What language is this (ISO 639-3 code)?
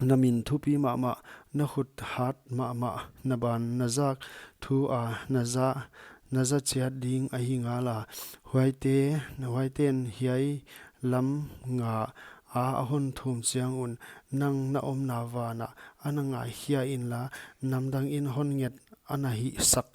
pck